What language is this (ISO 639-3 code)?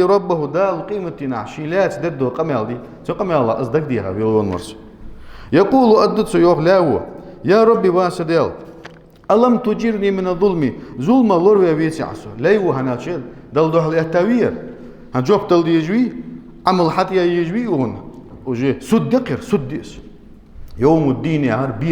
inh